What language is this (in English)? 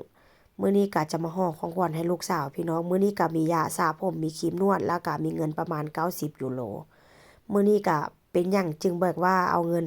Northeastern Thai